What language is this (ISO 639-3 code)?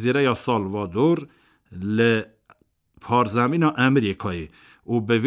kur